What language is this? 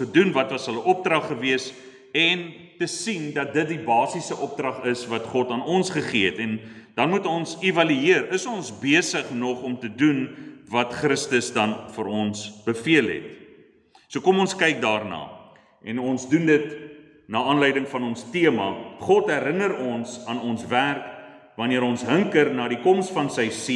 Afrikaans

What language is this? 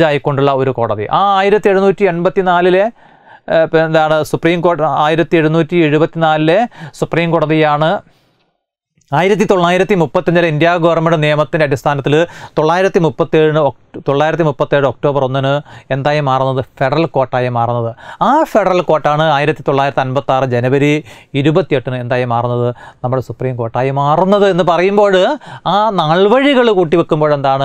Malayalam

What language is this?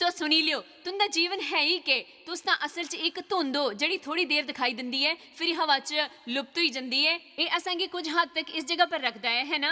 Dogri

